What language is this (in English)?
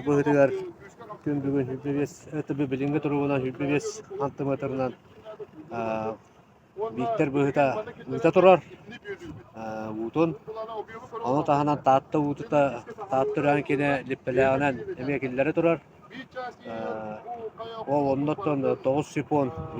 Yakut